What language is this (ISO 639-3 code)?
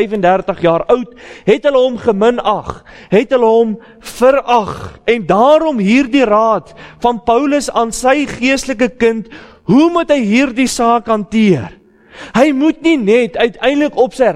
afr